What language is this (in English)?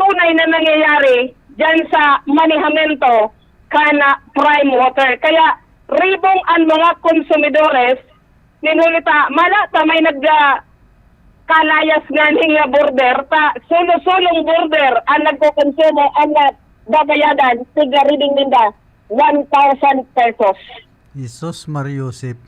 Bikol